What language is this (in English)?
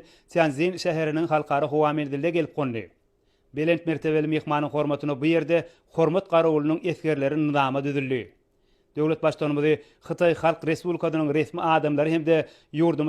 Turkmen